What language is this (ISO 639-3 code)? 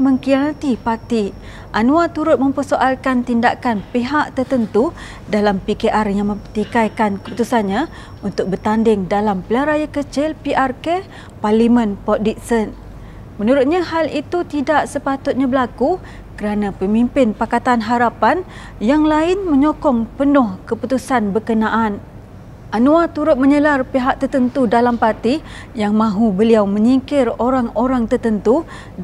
msa